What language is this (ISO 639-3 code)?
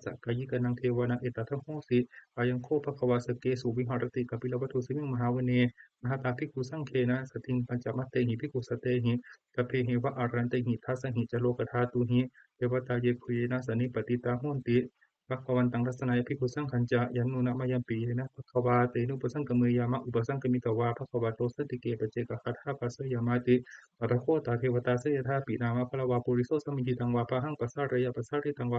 pli